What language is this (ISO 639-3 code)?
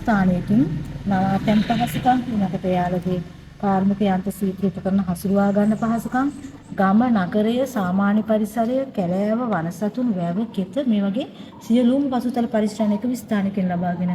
sin